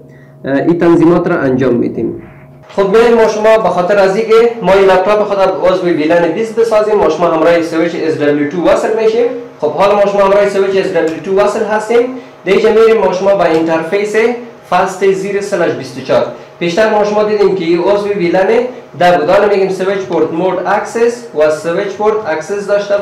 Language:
Persian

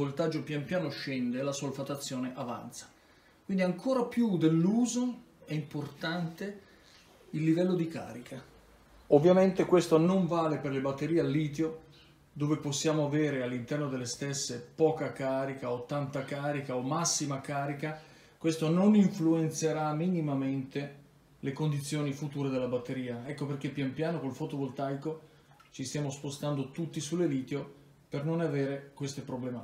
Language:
Italian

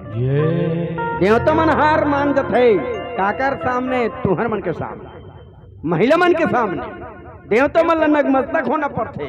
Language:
Chhattisgarhi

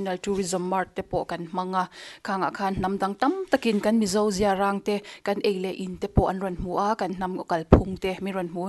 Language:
Mizo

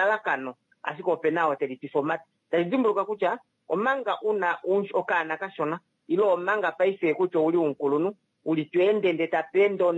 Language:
Kuanyama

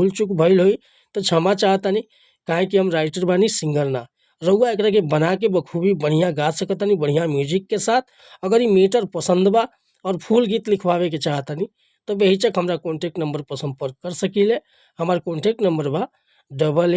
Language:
Bhojpuri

